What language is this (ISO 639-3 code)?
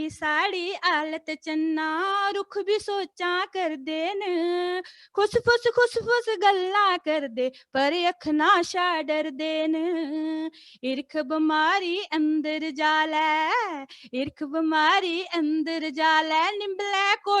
doi